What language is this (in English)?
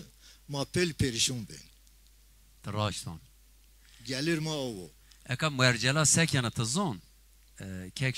Zaza